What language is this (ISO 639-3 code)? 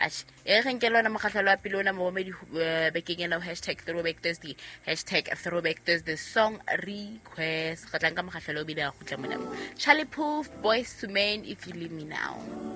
sot